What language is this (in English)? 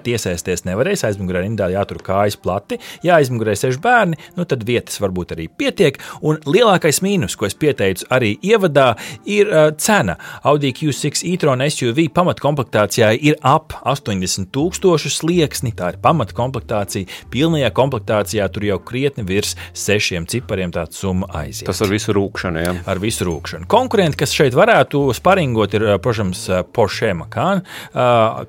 Latvian